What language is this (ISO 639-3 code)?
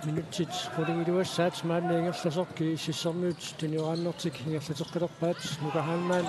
kal